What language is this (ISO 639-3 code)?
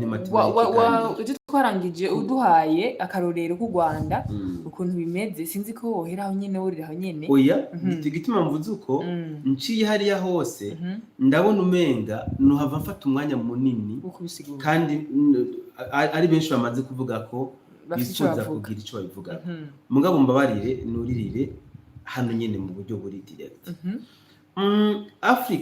run